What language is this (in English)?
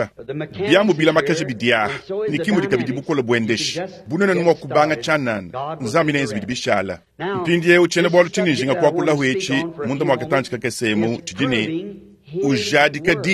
Luba-Lulua